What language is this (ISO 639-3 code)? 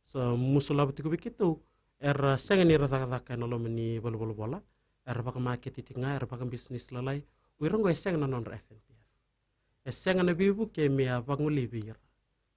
fij